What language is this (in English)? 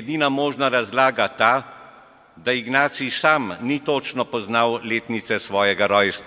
Slovenian